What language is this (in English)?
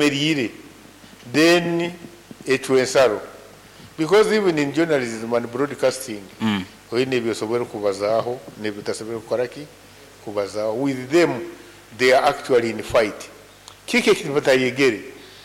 Nyankole